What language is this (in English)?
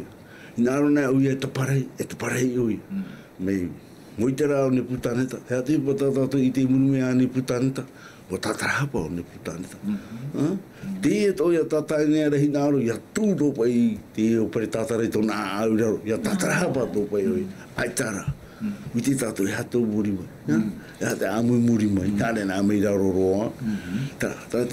Tahitian